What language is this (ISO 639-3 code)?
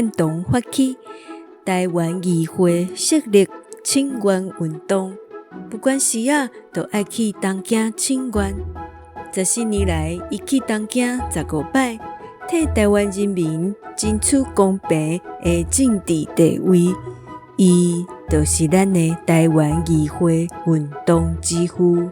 nan